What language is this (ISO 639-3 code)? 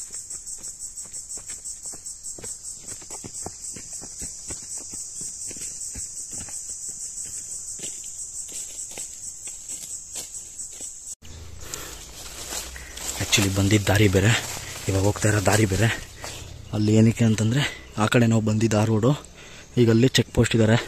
kan